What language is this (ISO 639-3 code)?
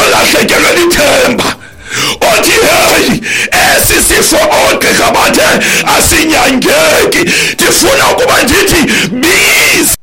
xho